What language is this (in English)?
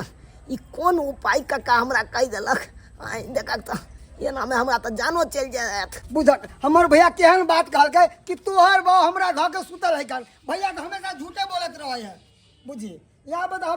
Maithili